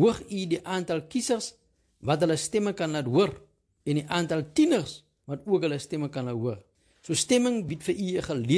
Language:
Afrikaans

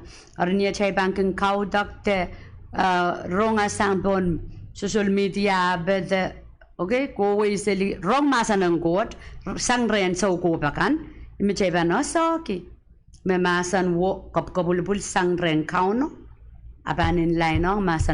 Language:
Pohnpeian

